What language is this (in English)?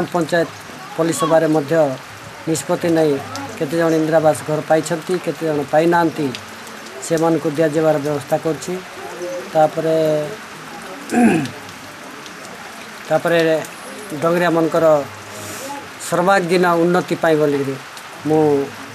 Odia